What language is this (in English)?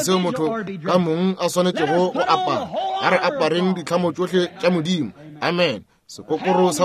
Northern Sotho